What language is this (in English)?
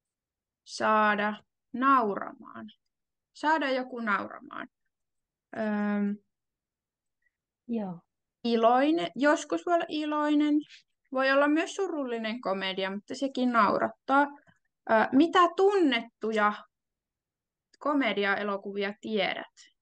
Finnish